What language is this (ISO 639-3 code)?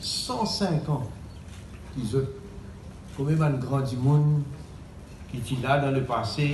mfe